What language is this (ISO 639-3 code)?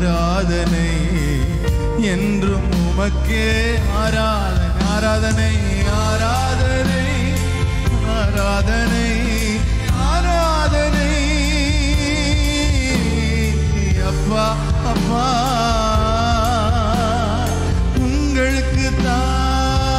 tam